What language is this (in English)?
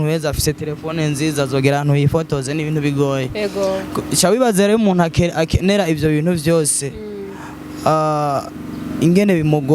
Rundi